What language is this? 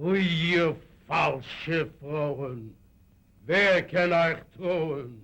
Yiddish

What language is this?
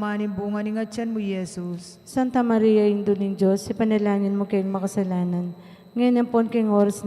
Pampanga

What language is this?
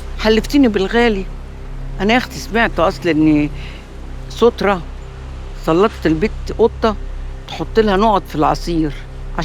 Egyptian Arabic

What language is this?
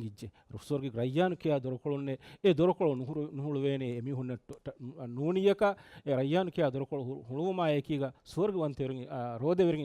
Divehi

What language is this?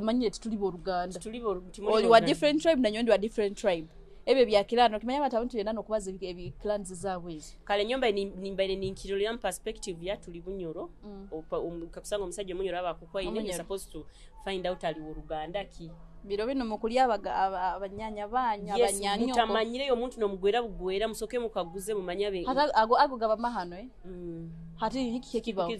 Nyoro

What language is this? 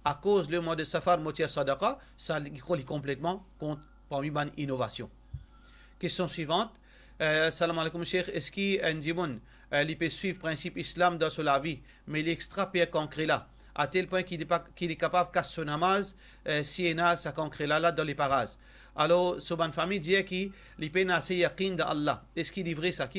Morisyen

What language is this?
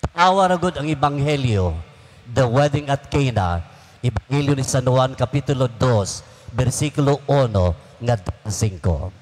Cebuano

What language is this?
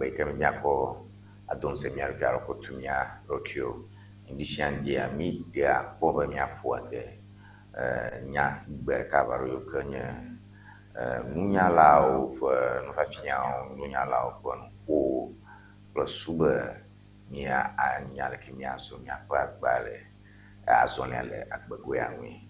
Ewe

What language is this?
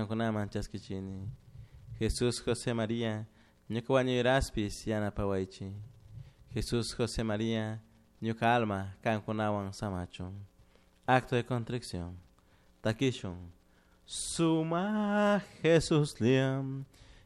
Chimborazo Highland Quichua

